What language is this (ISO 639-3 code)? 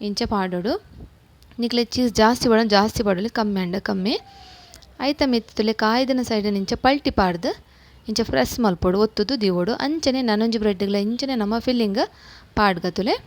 tcy